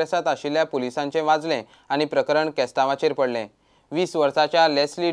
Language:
Konkani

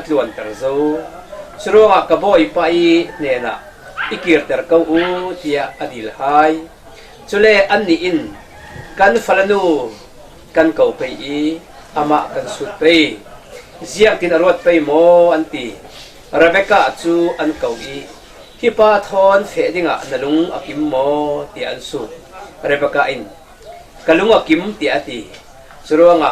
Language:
Falam Chin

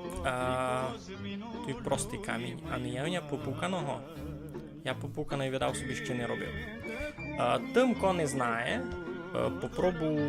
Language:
Rusyn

